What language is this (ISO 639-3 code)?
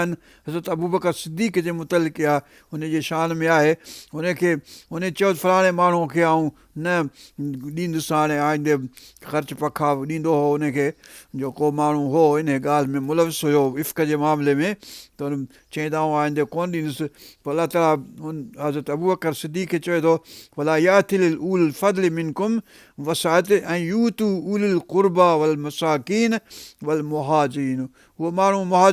snd